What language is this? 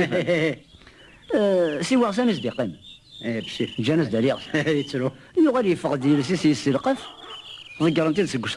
Kabyle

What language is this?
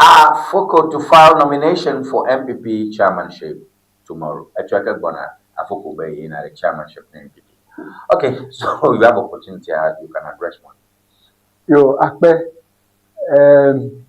Ewe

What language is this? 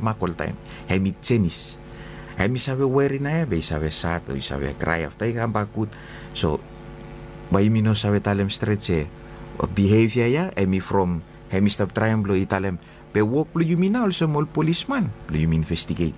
Bislama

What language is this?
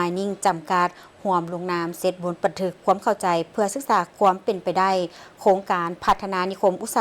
Lao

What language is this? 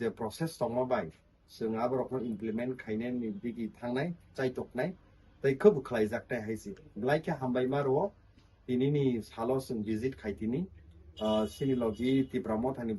Kok Borok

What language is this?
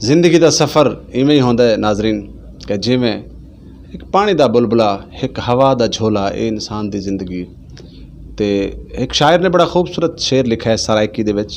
Saraiki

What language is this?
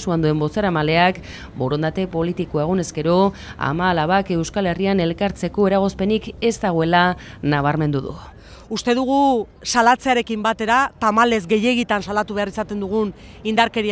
Basque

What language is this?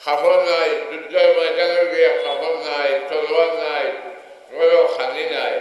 Sylheti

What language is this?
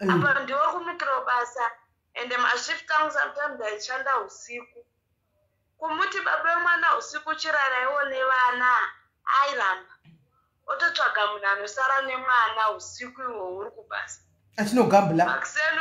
Shona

